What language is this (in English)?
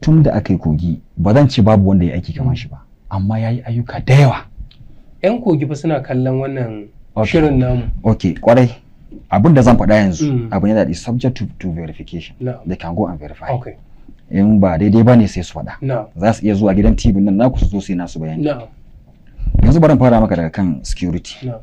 Hausa